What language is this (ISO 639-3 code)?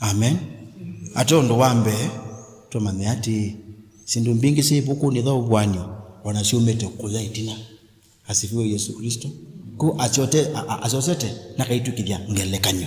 kam